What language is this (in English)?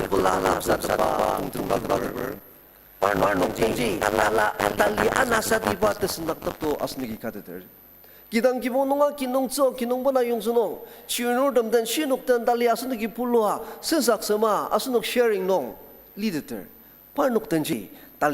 Ao Naga